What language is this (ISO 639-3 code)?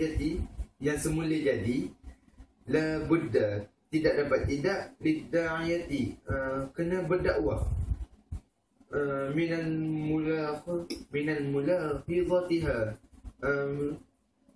msa